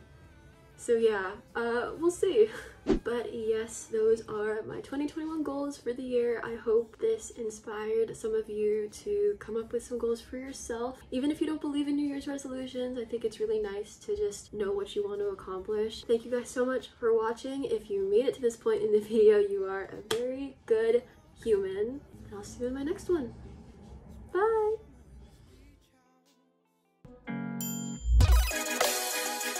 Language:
English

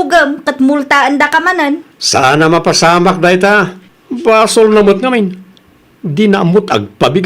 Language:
Iloko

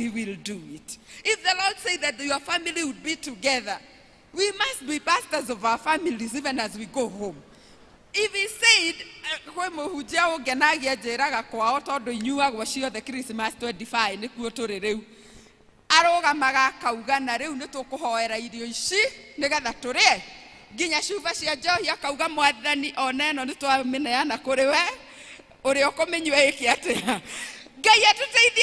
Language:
Kikuyu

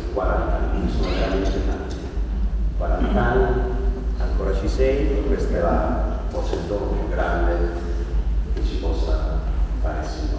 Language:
Italian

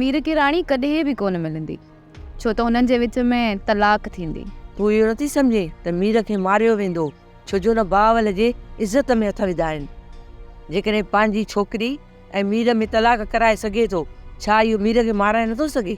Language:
Sindhi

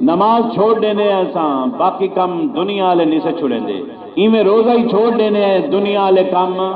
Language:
Saraiki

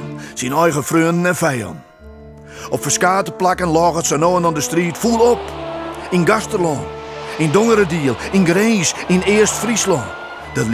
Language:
Western Frisian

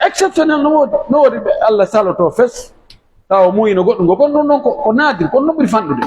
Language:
Pular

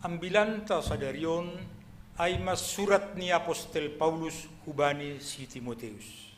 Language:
Batak Simalungun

